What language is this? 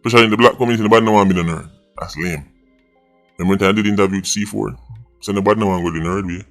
Jamaican Creole English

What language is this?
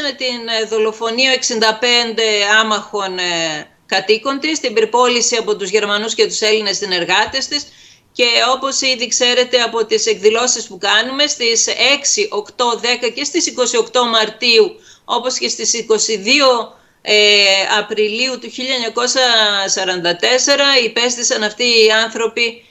Greek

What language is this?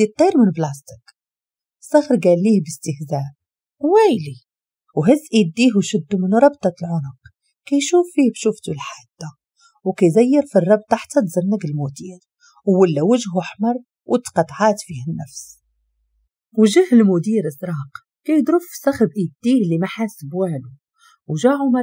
Moroccan Arabic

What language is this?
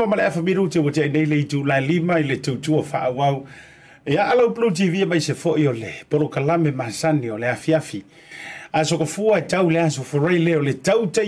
Samoan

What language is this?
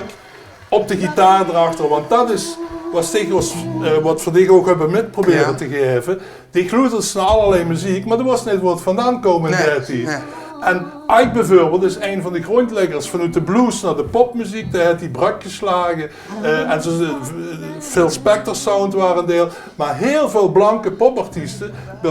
Limburgish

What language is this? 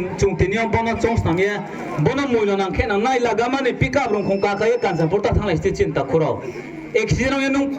Riang (India)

